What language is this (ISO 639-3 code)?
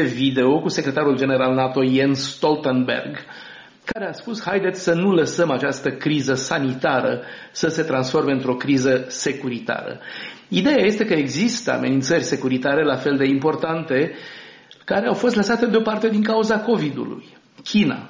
ron